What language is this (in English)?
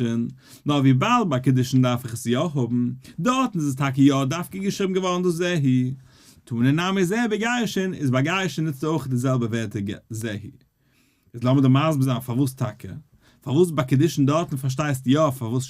Yiddish